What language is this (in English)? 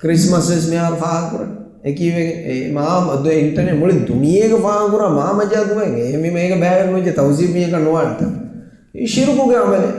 Divehi